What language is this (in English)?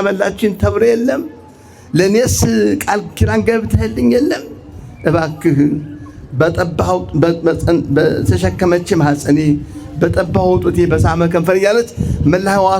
Amharic